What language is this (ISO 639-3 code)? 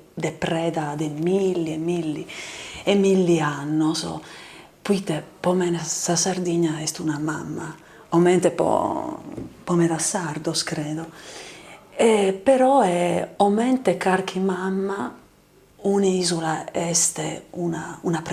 srd